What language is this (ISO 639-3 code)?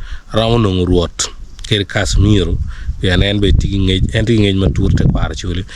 ach